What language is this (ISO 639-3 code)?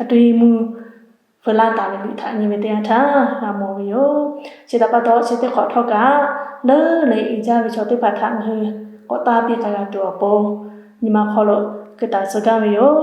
lhu